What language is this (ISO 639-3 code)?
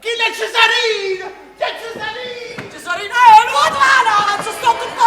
nap